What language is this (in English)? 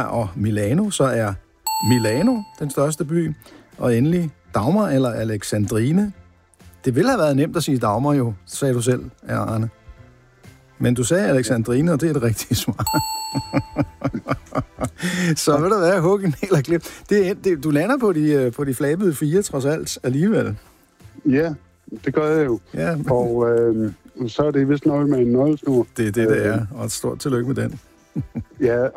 Danish